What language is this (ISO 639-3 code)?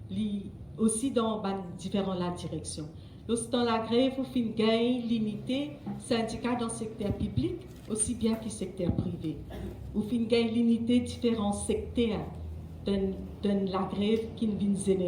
mfe